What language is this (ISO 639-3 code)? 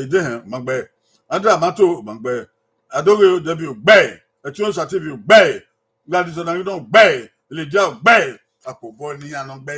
bin